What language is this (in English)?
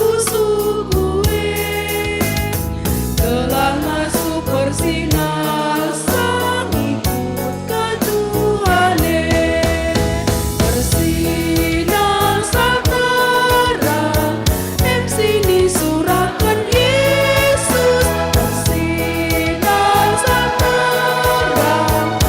Batak Karo